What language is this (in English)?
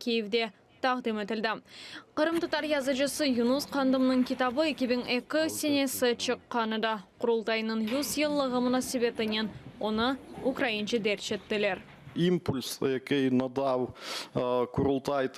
Crimean Tatar